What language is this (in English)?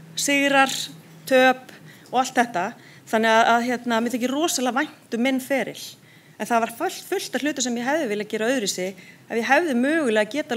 Icelandic